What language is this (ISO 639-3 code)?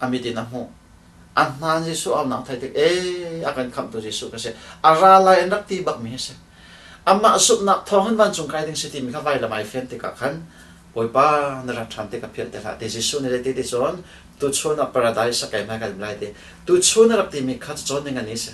cnh